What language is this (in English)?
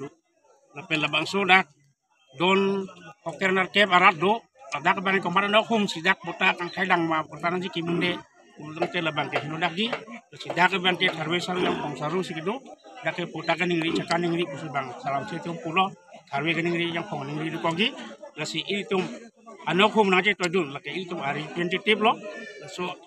Karbi